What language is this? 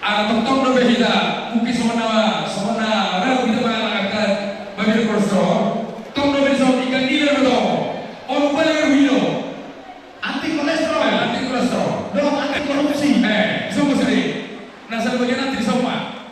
Batak Toba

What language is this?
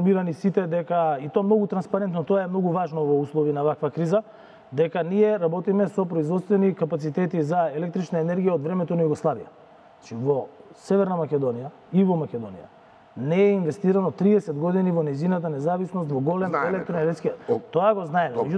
Macedonian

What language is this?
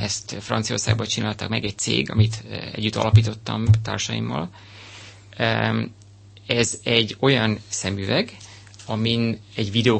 Hungarian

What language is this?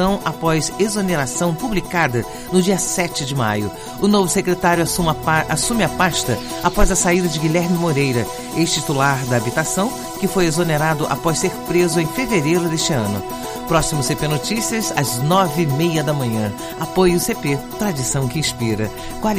Portuguese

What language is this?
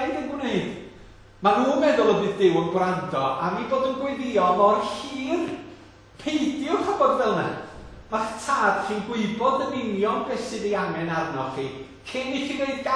Welsh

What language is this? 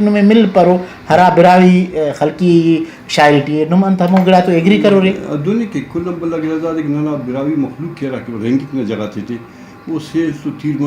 Brahui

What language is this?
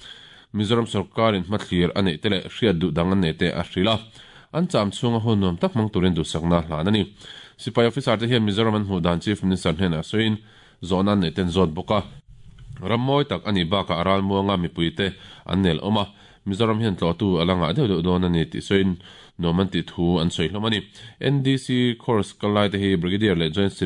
Mizo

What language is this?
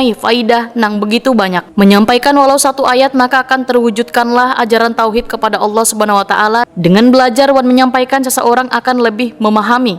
Banjar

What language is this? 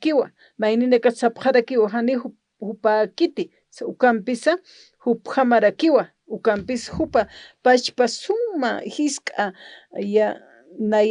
Aymara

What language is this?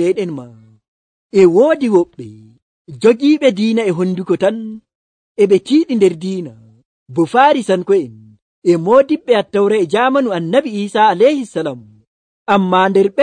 Nigerian Fulfulde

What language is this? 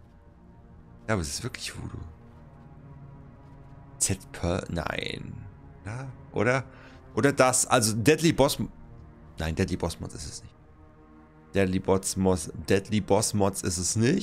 German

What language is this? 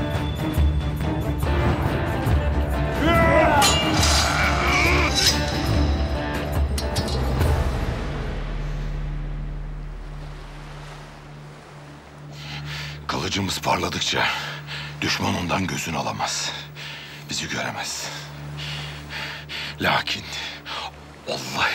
Turkish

